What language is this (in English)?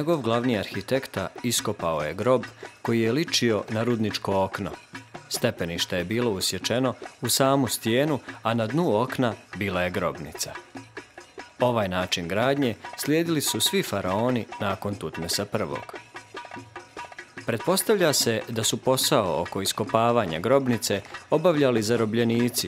Bosnian